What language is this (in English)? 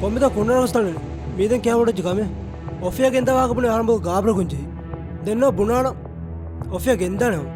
Divehi